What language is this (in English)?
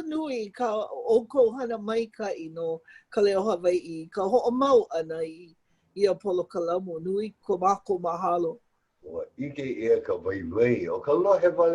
Hawaiian